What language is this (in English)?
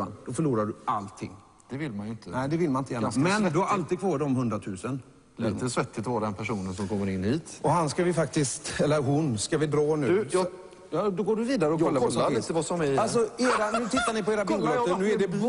Swedish